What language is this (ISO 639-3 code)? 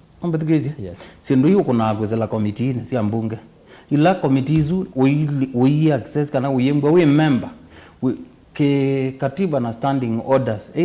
kam